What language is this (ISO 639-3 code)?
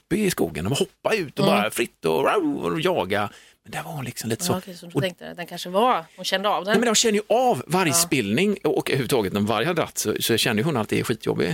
swe